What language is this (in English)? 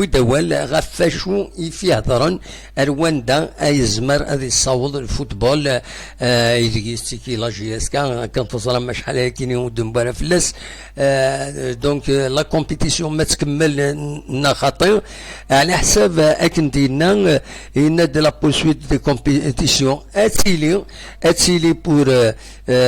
Kabyle